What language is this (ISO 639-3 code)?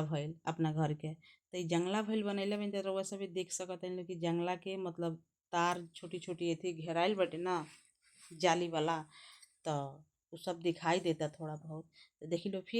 bho